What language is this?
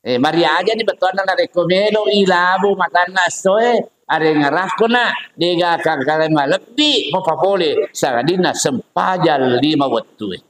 Buginese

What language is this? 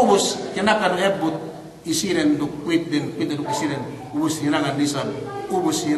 Yakan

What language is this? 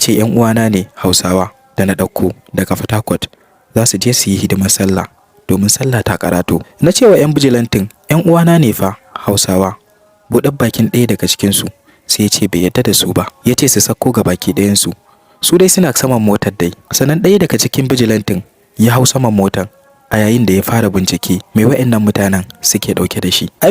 Hausa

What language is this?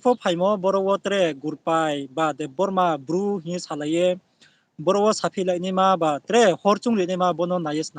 Riang (India)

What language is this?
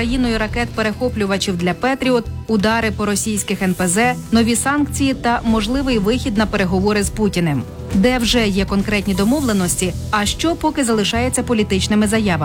Ukrainian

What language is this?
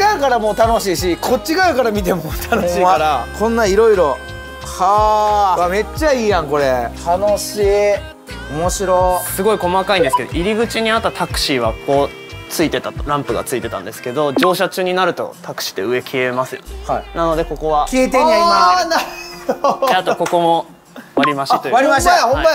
Japanese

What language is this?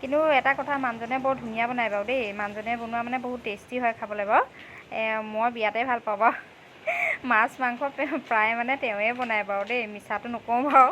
Assamese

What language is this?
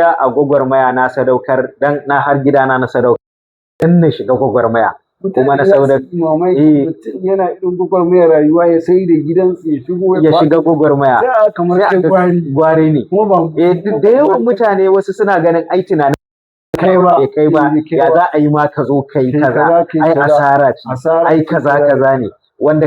Hausa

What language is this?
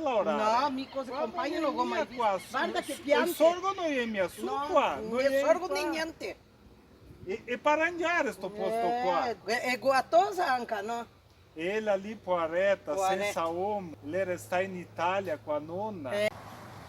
Venetian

